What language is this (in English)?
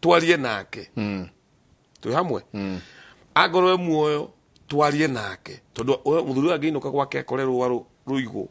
Kikuyu